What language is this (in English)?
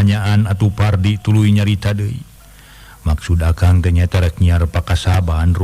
Sundanese